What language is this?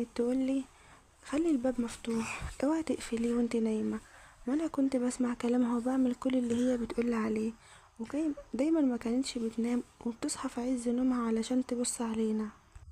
Egyptian Arabic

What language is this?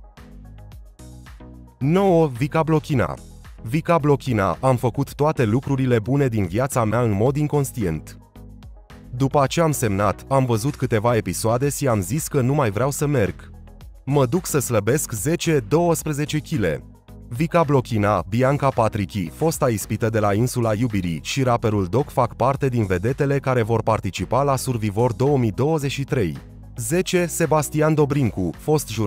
Romanian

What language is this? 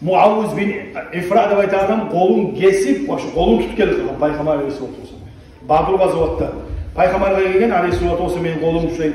Kumyk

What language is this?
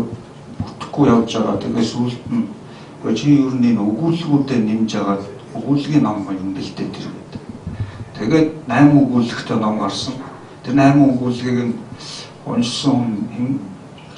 Mongolian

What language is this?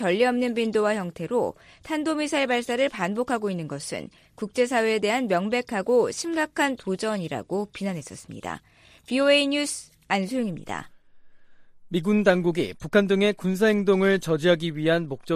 Korean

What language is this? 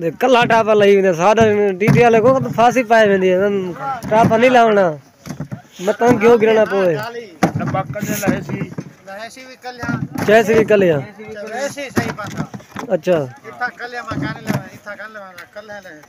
Saraiki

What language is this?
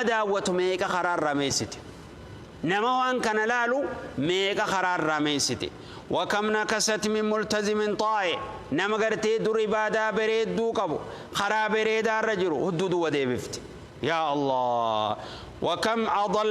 Oromo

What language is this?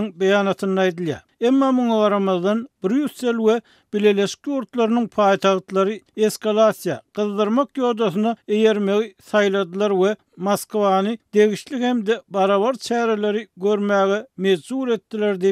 Turkmen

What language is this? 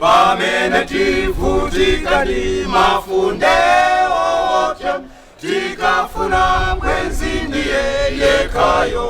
Nyanja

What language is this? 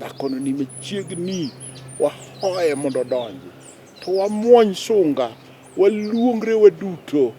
Luo (Kenya and Tanzania)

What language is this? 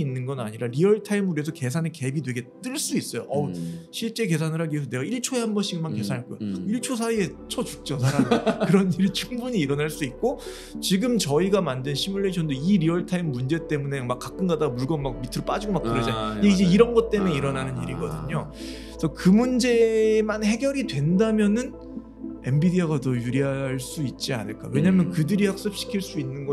Korean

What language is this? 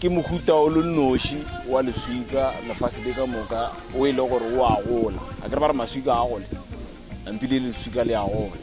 Northern Sotho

